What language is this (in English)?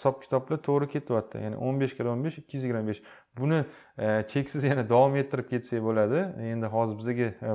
Uzbek